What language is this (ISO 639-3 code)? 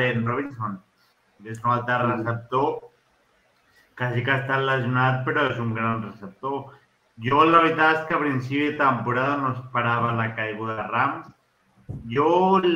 cat